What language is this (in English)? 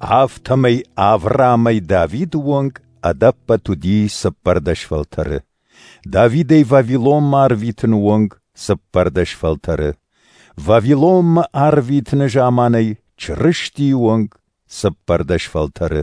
Ossetic